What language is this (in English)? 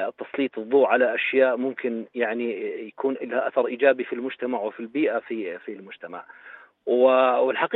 North Levantine Arabic